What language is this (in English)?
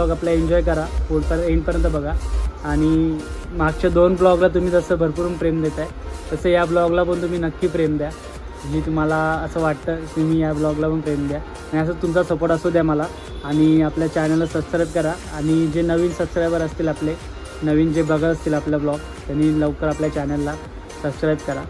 Marathi